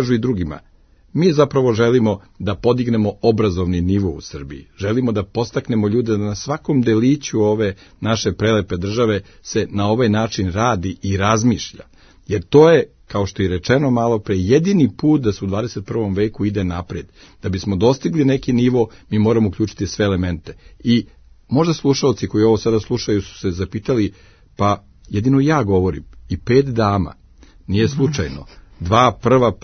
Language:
Serbian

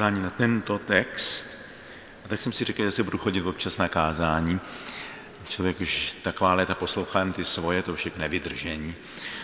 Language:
Czech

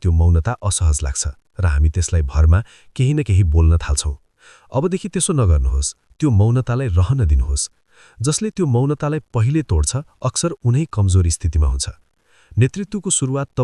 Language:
Nepali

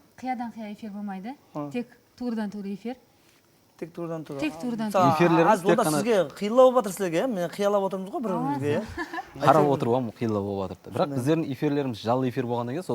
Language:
Kara-Kalpak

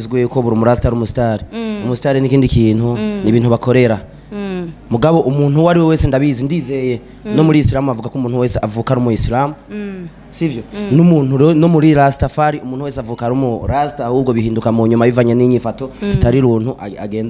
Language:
Rundi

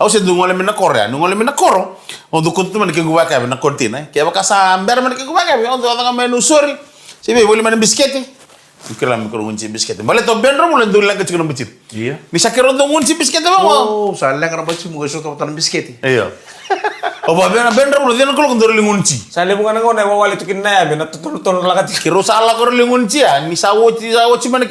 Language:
Fijian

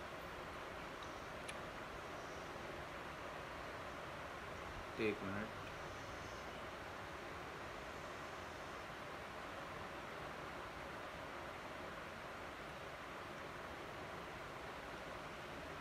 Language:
Marathi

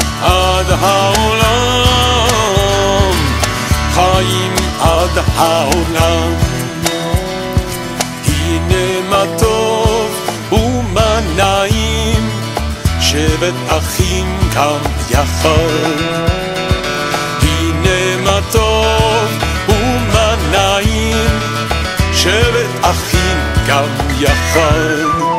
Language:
Hebrew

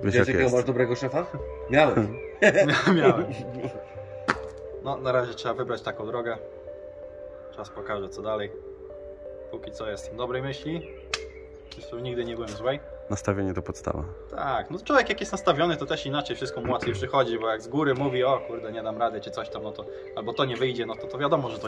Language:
Polish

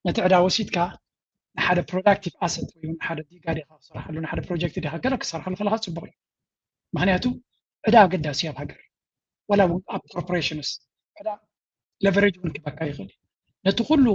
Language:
Tigrinya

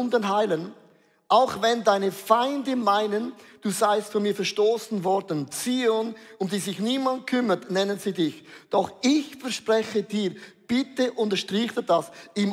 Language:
Swiss German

